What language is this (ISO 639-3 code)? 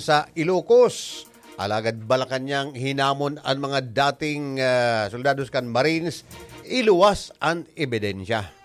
bik